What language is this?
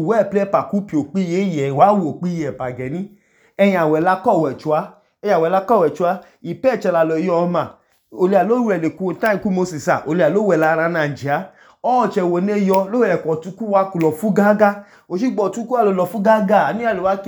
Idoma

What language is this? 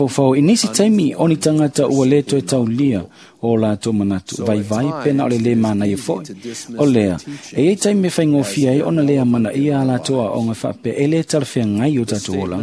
Samoan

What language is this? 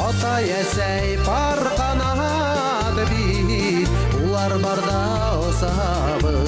Bashkir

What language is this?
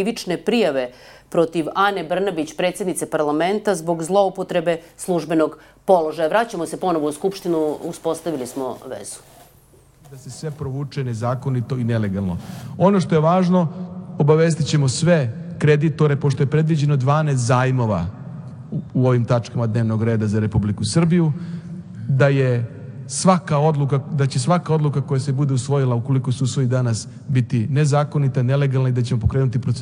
Serbian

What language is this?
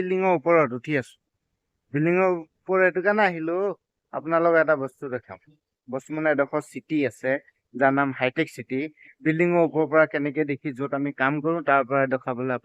Assamese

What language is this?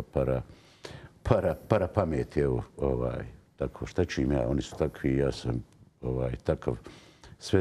Bosnian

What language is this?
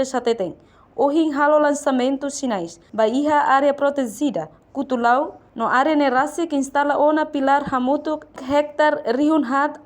Tetum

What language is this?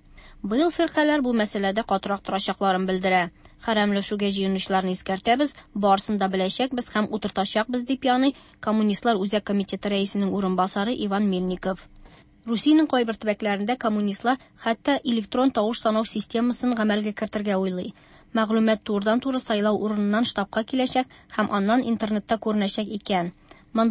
Tatar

